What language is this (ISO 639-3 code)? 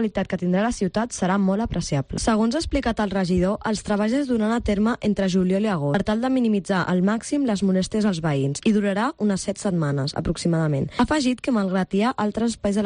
cat